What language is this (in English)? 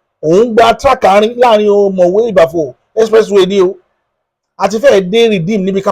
Yoruba